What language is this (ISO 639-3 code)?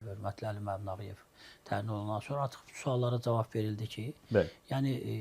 aze